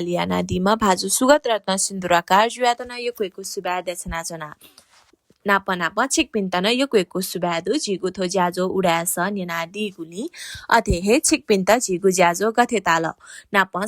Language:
Newari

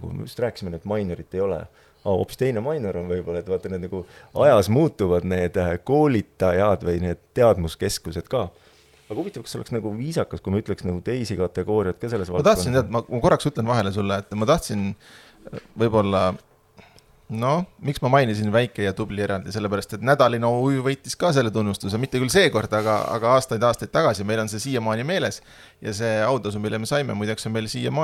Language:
Estonian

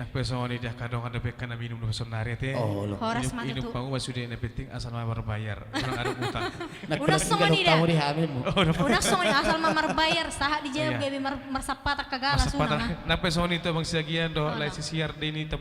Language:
Batak Toba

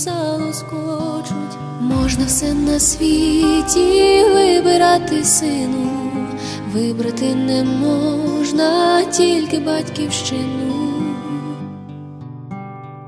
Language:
Ukrainian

